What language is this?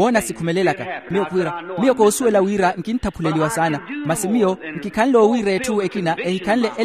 Makhuwa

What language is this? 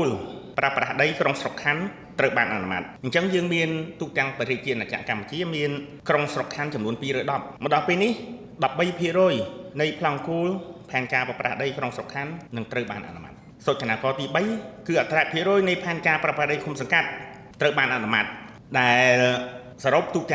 Khmer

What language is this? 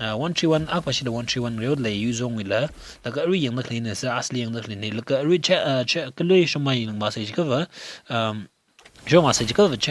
Tangkhul Naga (India)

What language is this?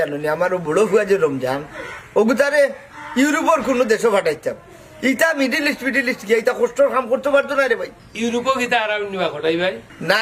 Sylheti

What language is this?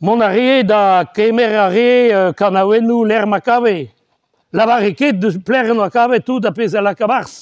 Breton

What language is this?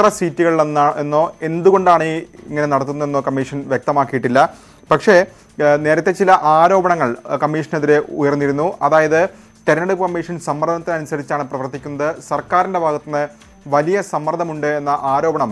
Malayalam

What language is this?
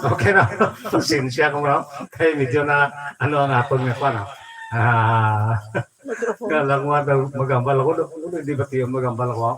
Hiligaynon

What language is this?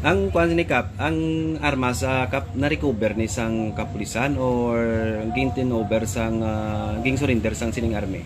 Hiligaynon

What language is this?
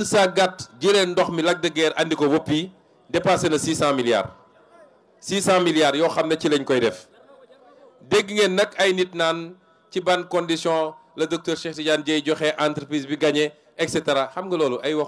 Wolof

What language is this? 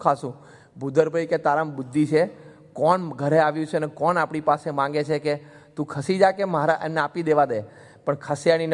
Gujarati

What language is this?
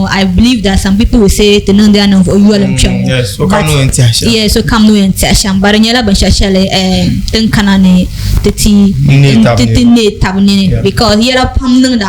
Dagbani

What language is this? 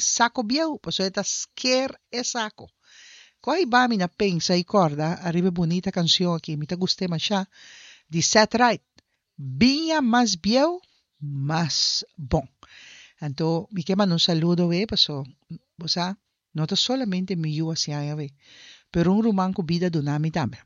Papiamento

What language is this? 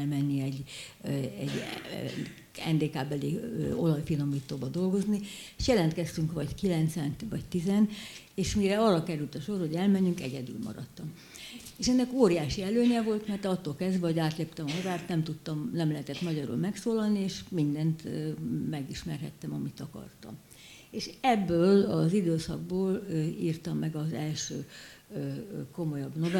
Hungarian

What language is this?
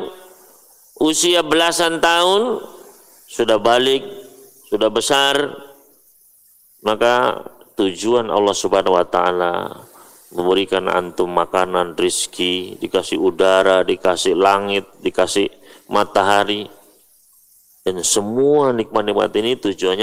Indonesian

